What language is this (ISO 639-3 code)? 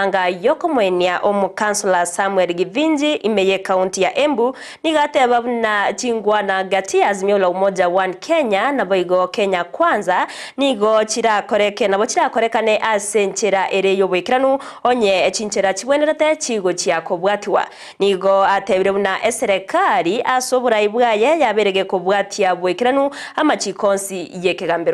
guz